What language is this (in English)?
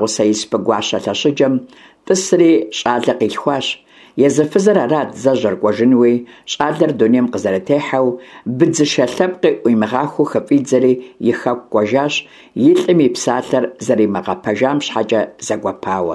Kabardian